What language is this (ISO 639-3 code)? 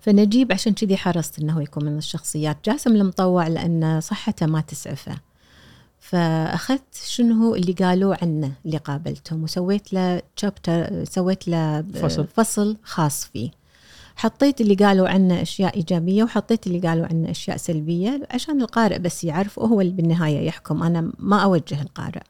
afb